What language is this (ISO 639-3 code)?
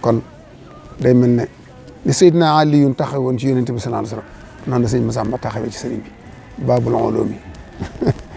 wol